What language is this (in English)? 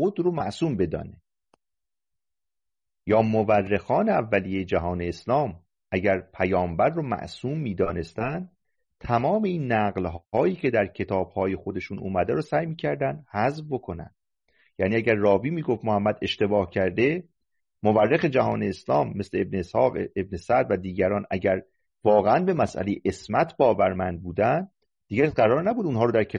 Persian